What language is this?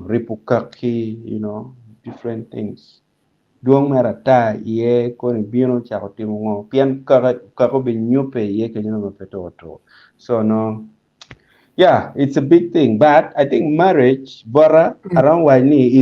Acoli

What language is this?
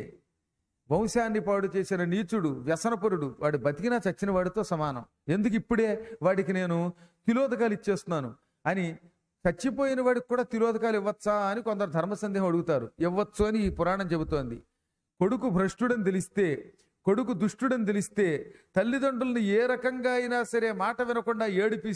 Telugu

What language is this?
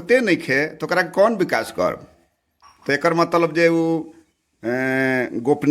Bhojpuri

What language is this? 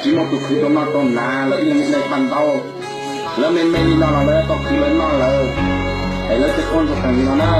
Hmong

